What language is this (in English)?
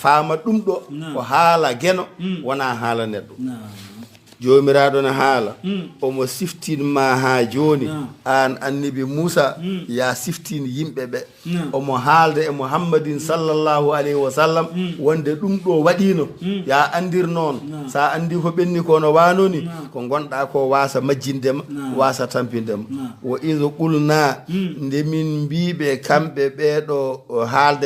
Fula